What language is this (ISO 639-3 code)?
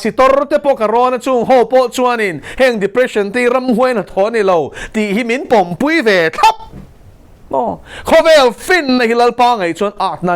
lus